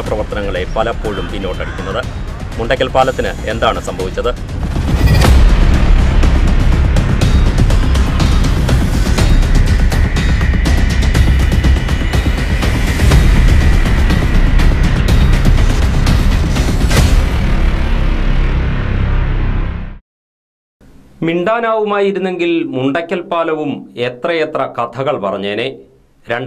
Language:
Malayalam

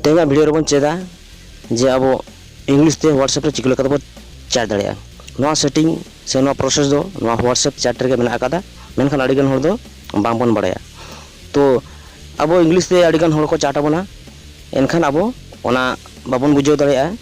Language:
Santali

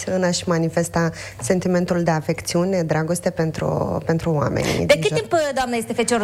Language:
Romanian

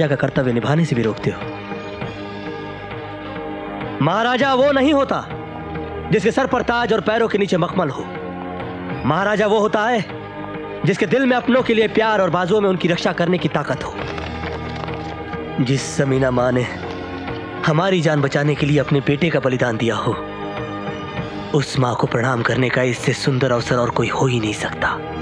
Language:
Hindi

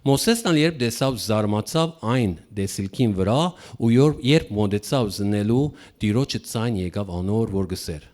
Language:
Western Armenian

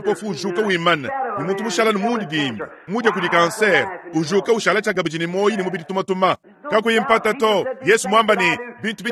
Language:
Luba-Lulua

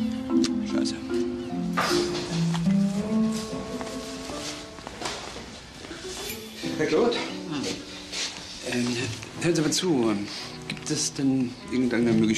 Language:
German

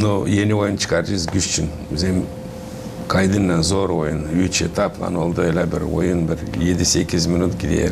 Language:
Gagauz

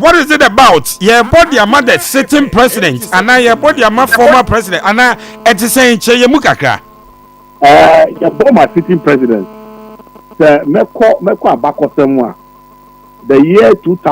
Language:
Akan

